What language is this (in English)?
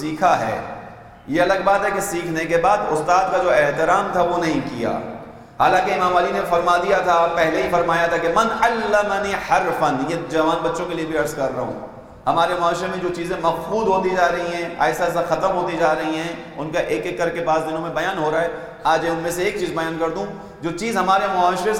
Urdu